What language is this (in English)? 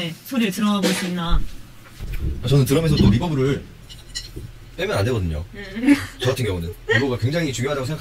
Korean